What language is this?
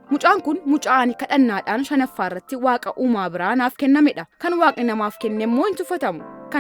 Oromo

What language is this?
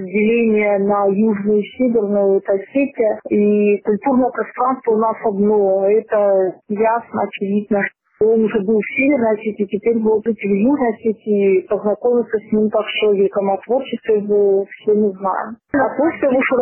Russian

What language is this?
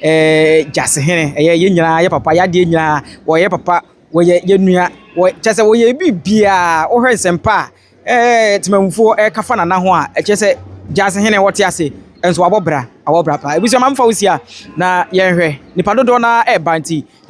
Akan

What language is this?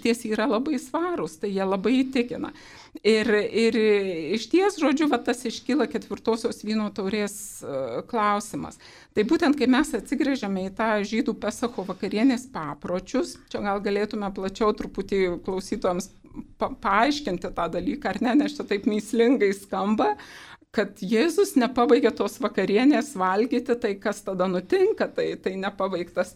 Lithuanian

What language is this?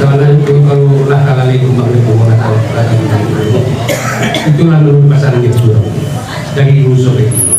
Minangkabau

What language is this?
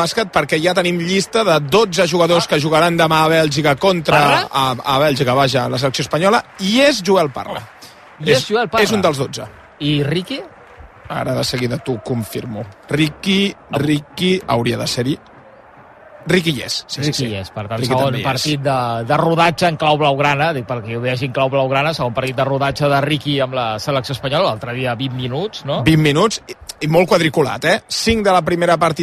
Catalan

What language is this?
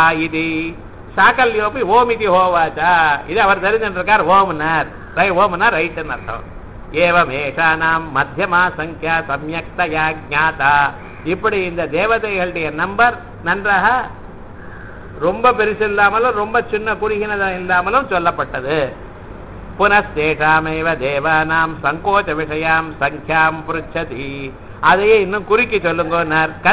Tamil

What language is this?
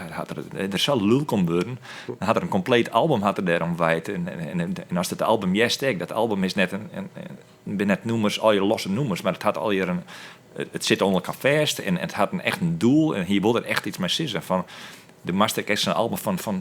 Western Frisian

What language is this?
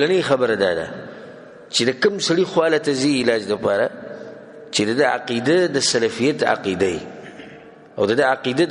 Pashto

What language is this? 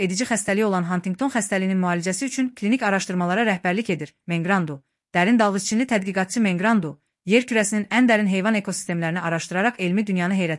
Azerbaijani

